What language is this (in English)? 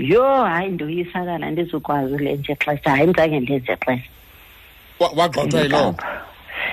Xhosa